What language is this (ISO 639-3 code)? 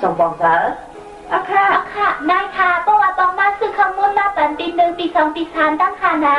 shn